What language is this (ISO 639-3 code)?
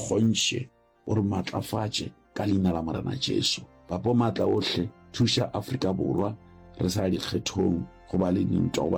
nso